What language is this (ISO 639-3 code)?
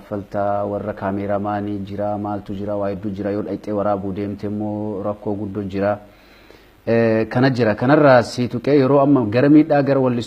orm